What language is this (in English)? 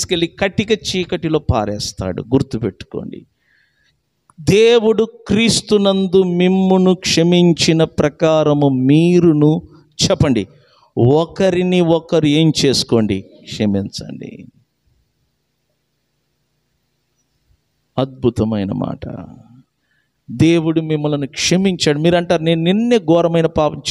Telugu